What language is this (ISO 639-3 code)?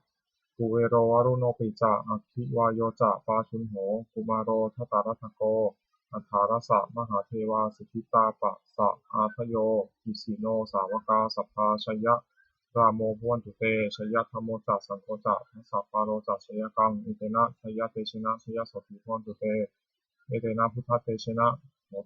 pli